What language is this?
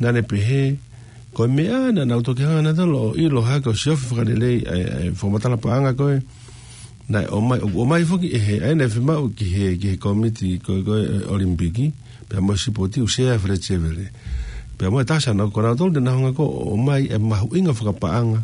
Tongan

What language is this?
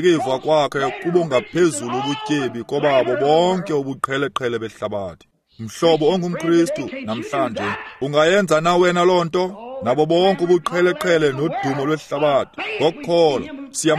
Xhosa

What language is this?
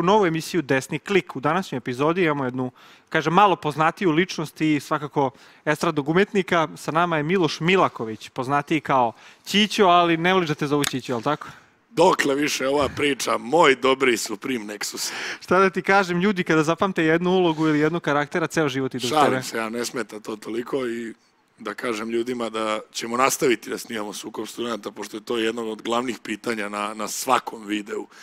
Serbian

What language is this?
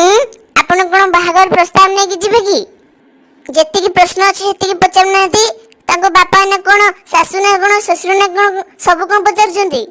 Odia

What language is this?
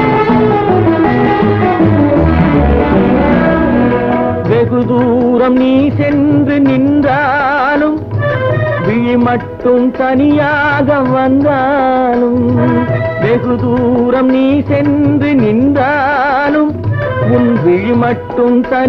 Tamil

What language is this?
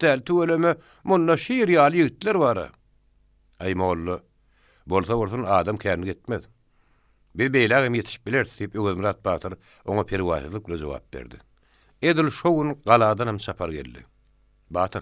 Turkmen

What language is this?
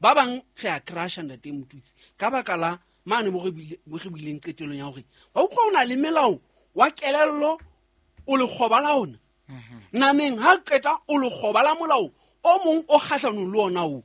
Southern Sotho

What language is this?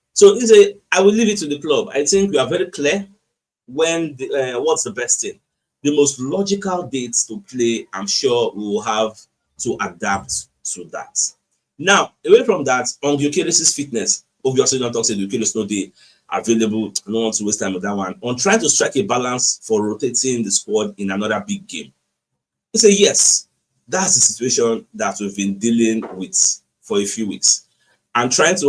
Nigerian Pidgin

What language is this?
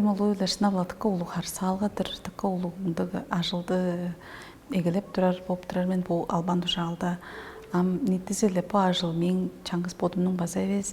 Tuvinian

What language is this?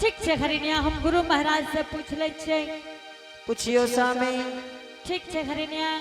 Angika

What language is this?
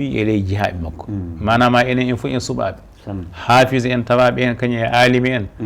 Fula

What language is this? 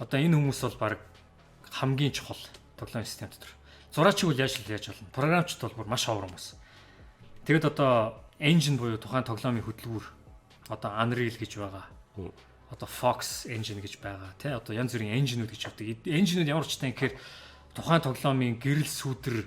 Mongolian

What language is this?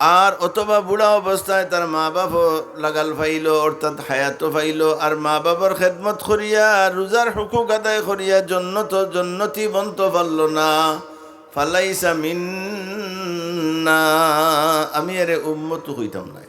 Sylheti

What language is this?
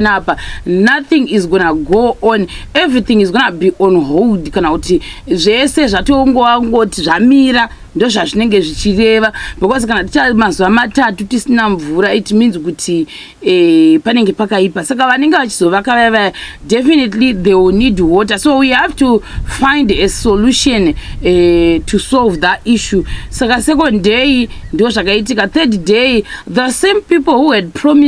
Shona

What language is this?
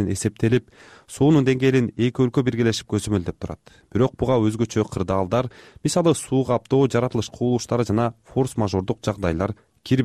Kyrgyz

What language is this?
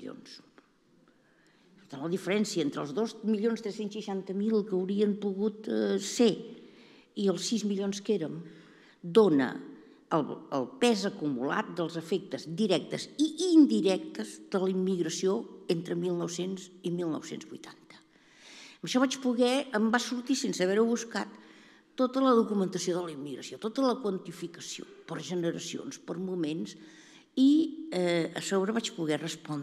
Catalan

